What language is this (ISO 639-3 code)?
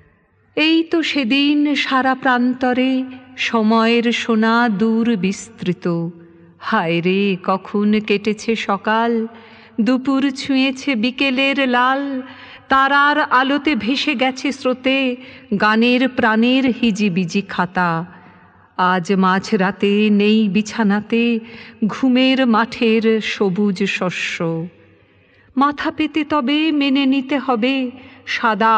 ben